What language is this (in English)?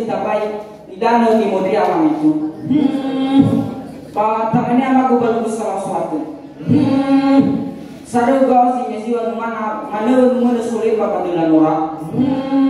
Nias